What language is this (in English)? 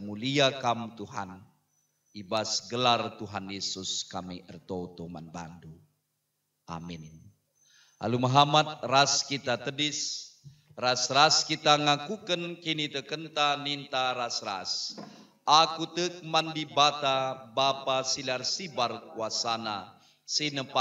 Batak Karo